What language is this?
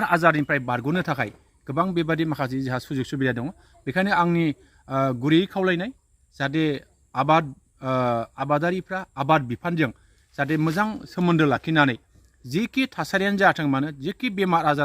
Bodo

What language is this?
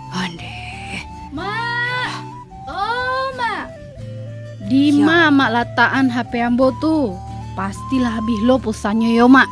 Minangkabau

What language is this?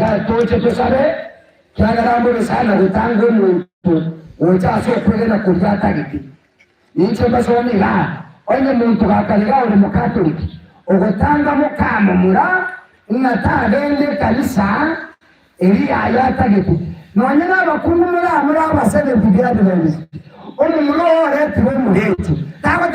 Gusii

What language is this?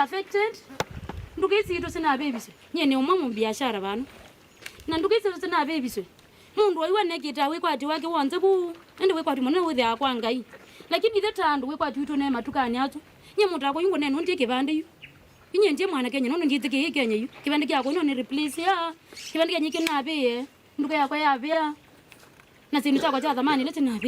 Kamba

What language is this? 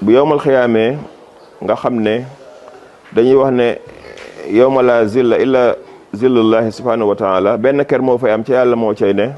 Wolof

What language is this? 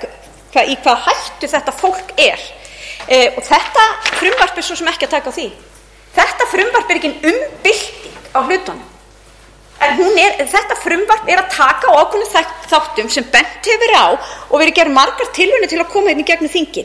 Icelandic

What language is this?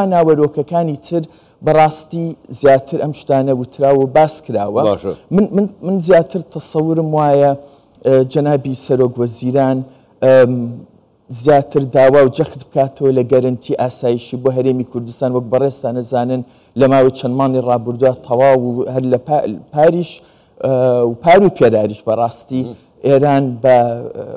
Central Kurdish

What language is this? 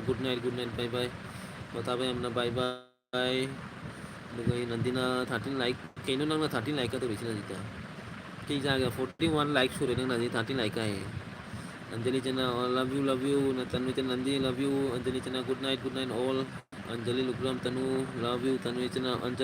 Manipuri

